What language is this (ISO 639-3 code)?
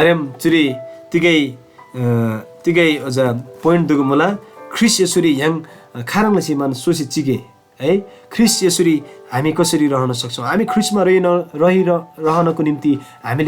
taj